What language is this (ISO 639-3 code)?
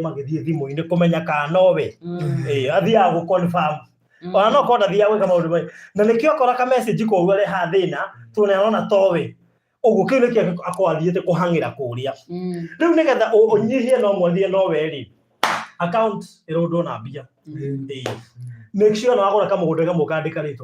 kik